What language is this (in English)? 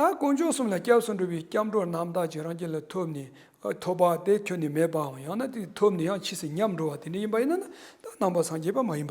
Tibetan